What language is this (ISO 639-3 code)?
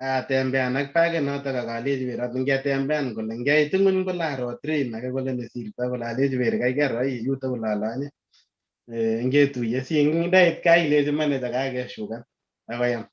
kln